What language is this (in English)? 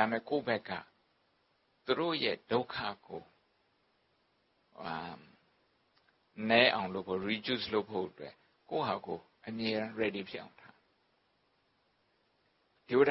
Burmese